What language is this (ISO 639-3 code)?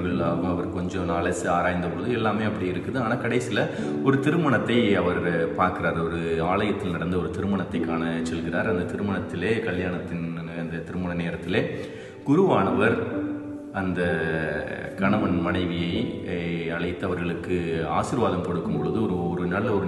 tam